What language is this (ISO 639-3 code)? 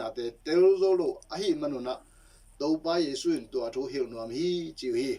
ctd